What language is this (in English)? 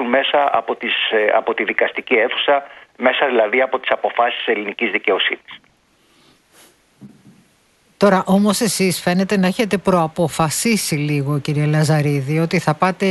Greek